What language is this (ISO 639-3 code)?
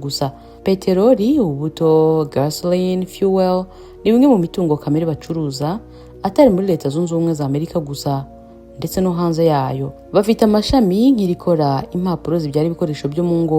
kin